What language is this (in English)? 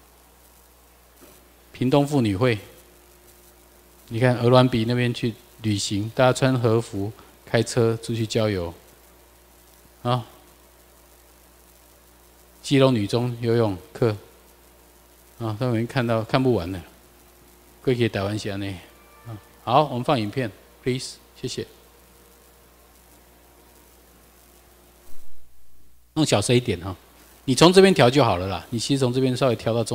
Chinese